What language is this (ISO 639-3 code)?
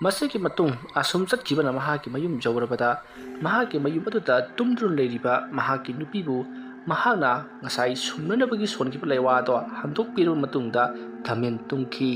mni